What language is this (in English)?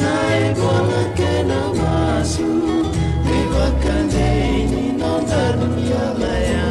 Fijian